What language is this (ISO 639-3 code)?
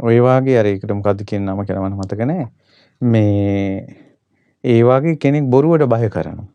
sin